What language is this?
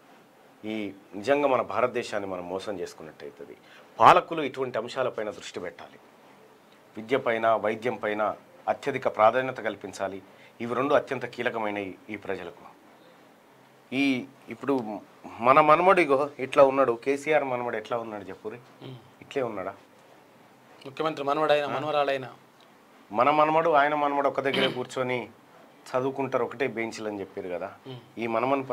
Telugu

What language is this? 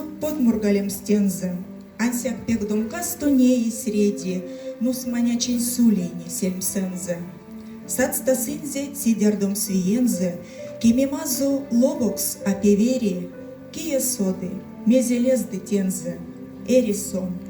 Erzya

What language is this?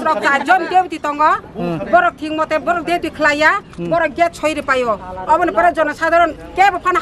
Kok Borok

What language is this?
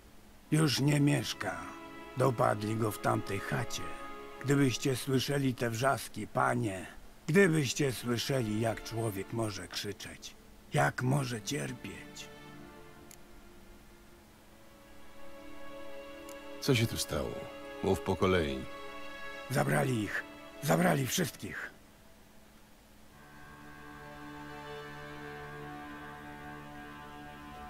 Polish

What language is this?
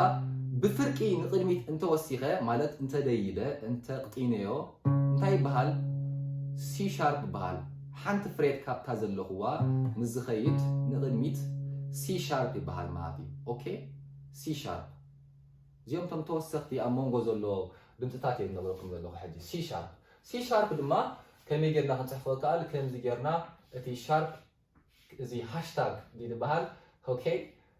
Tigrinya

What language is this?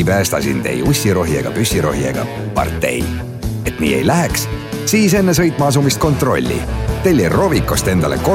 Estonian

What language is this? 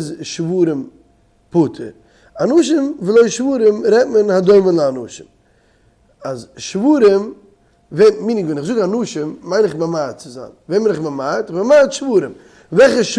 Yiddish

